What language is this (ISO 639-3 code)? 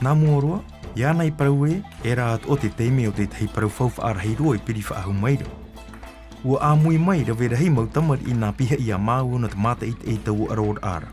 tah